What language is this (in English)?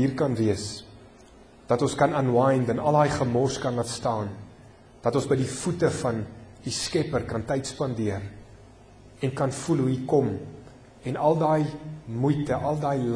Afrikaans